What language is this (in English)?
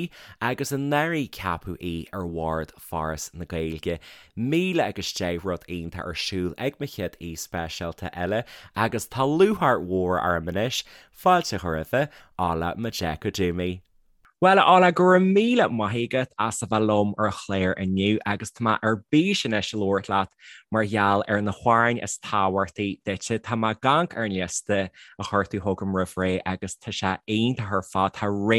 Irish